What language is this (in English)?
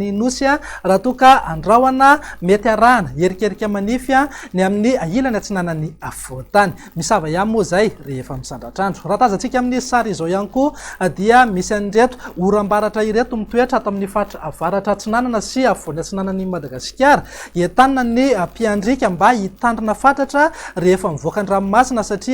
Malagasy